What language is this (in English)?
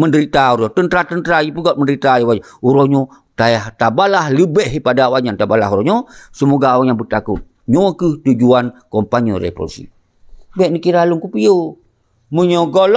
Achinese